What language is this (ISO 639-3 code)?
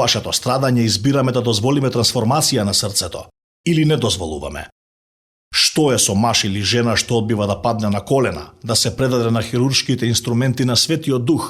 mkd